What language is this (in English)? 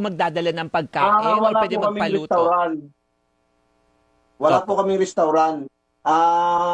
Filipino